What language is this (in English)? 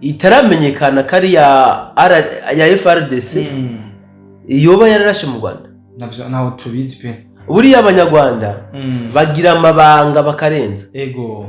Rundi